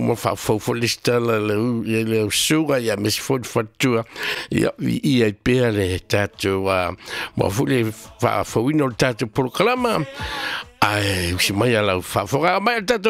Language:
Samoan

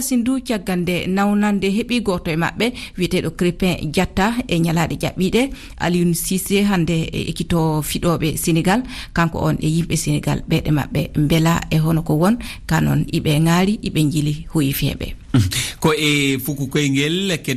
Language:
Fula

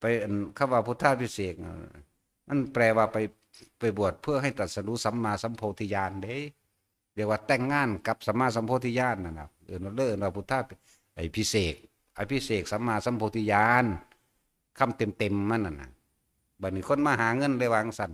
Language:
Northeastern Thai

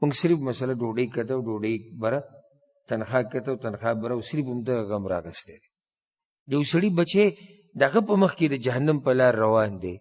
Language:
Pashto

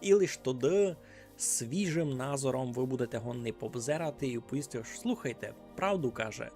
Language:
Rusyn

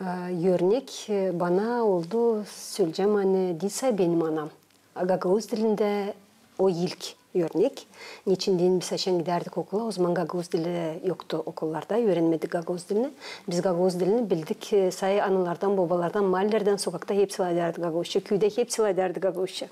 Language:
Gagauz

